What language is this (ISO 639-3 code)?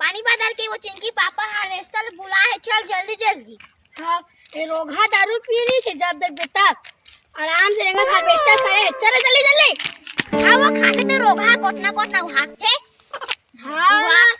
hne